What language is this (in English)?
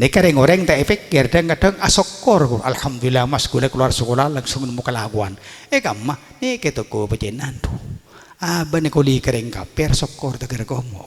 Madurese